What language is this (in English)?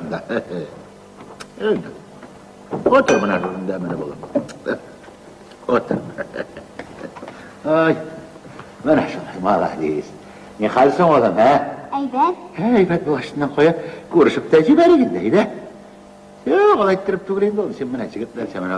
Tatar